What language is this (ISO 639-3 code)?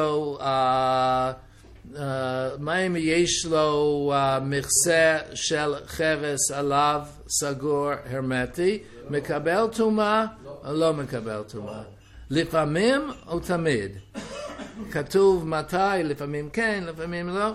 heb